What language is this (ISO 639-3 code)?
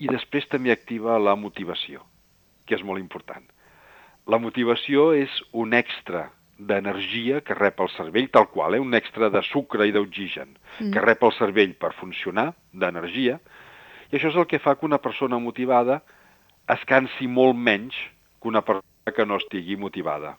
cat